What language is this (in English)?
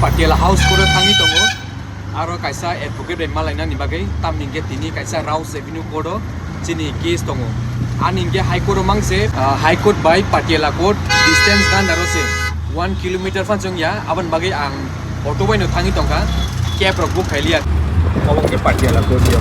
Kok Borok